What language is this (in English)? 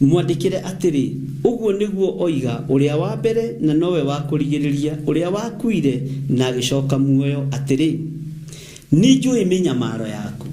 Kikuyu